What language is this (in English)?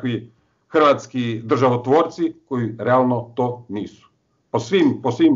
Croatian